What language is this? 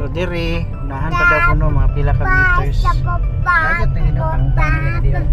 Cebuano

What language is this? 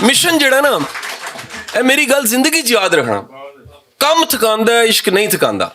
Western Panjabi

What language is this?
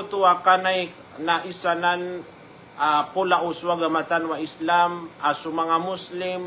Maranao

